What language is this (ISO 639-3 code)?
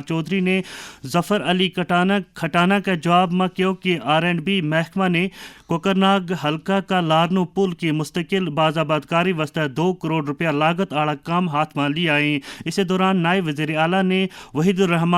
gju